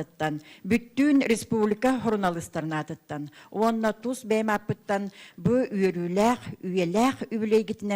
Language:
Yakut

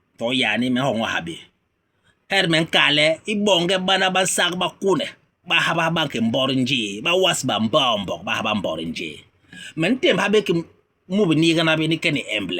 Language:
Basaa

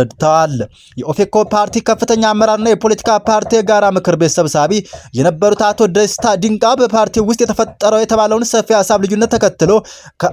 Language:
Amharic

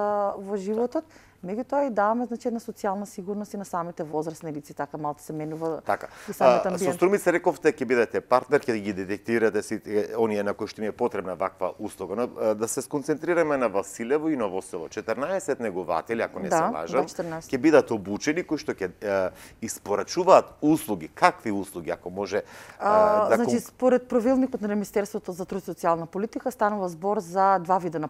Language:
Macedonian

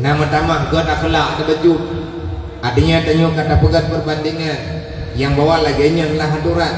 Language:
Achinese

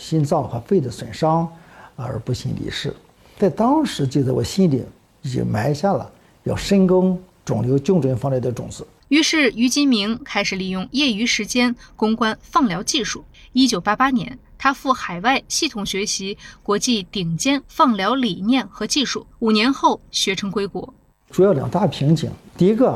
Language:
Chinese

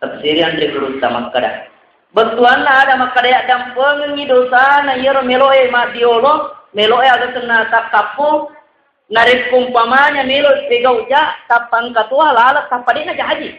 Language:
Buginese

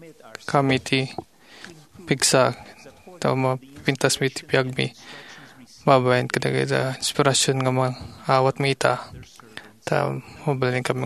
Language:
Iloko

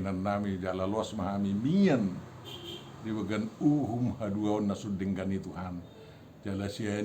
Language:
Batak Toba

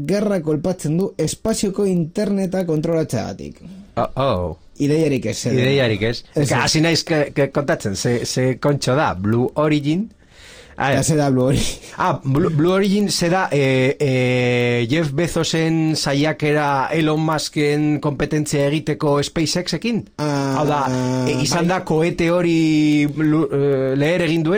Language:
Basque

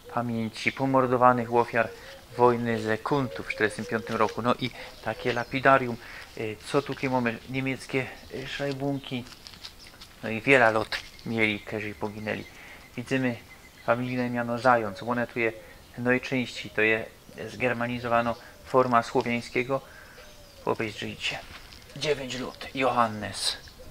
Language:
Silesian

